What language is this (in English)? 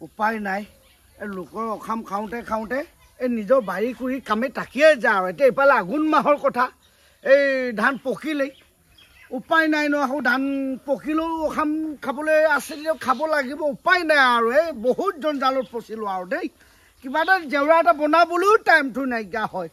Assamese